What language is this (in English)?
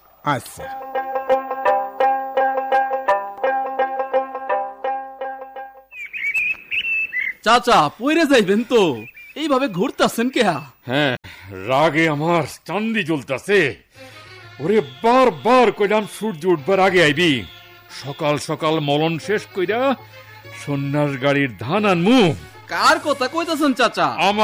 Bangla